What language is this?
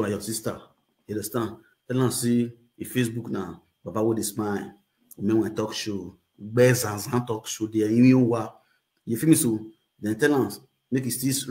Nigerian Pidgin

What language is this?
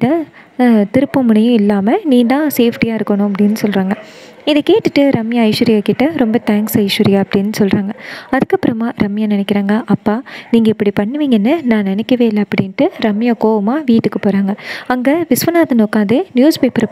Tamil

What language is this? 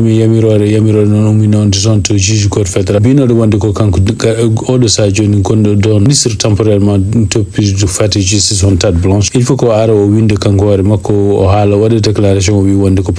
Fula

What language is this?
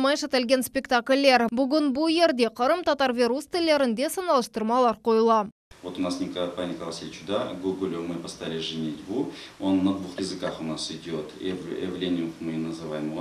Crimean Tatar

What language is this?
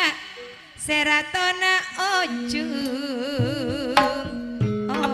Madurese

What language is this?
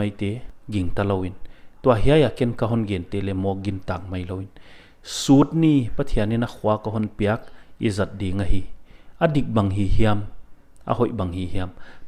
Paite Chin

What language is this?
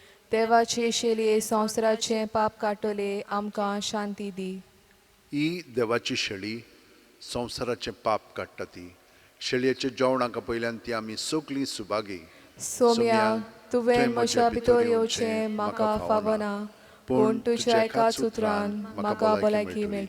Konkani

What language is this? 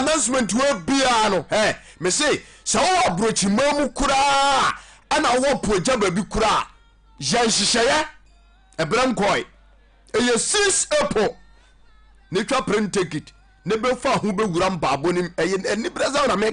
Akan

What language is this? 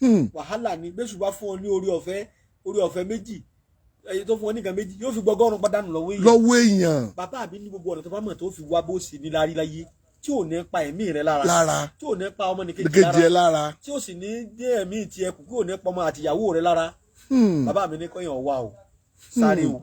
Yoruba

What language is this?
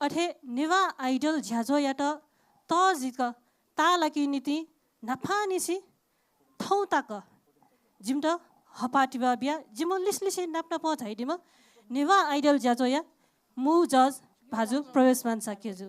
Newari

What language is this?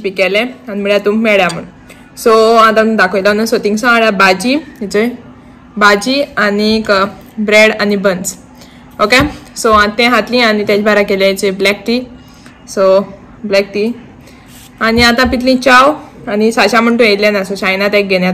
Konkani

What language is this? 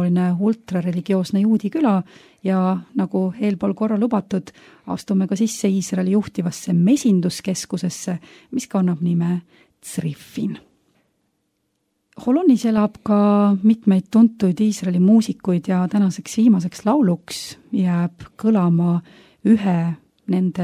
Estonian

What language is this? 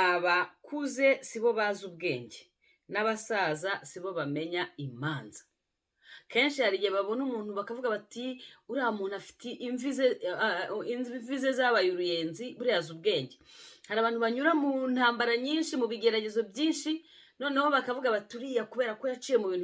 Kinyarwanda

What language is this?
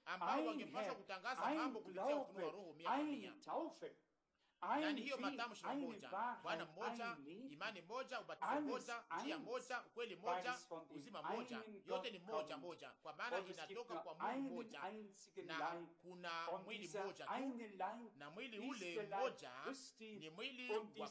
Swahili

